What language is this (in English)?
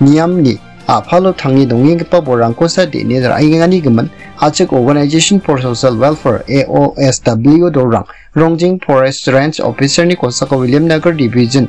Garo